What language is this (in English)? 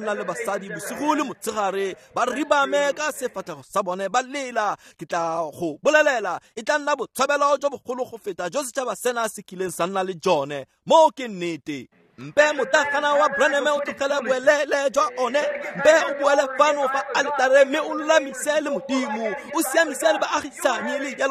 Tswana